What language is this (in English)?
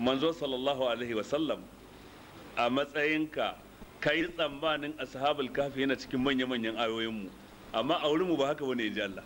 Hausa